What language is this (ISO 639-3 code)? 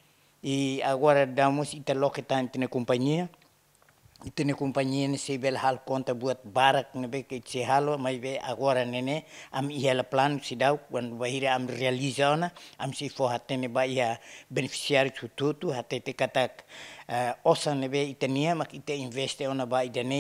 tet